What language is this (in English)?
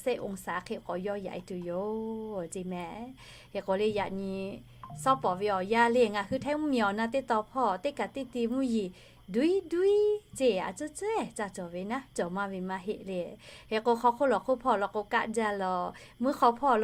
Lahu